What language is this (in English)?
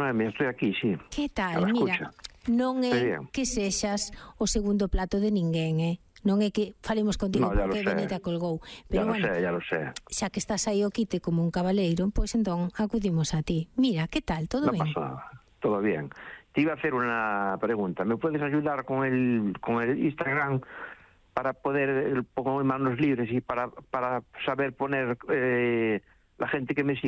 Galician